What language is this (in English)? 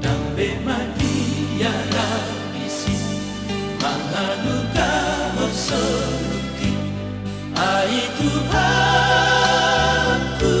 Batak Toba